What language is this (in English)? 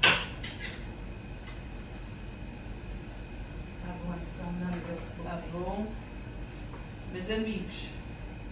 Portuguese